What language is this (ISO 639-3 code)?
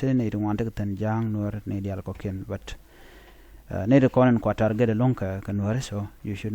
nus